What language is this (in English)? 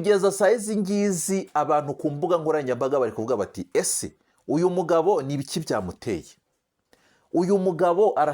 Kinyarwanda